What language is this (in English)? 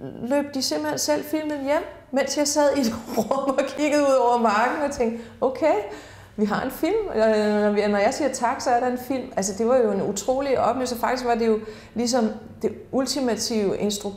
Danish